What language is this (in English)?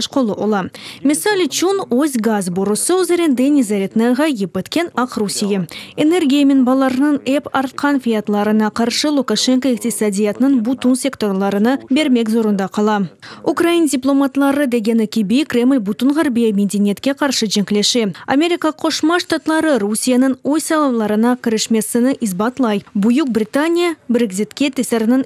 Crimean Tatar